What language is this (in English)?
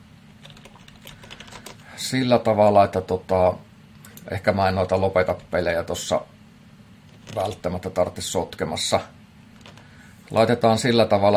Finnish